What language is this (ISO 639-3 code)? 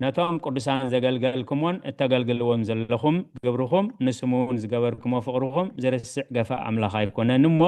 tir